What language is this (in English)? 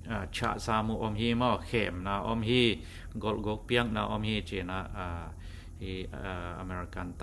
Tedim Chin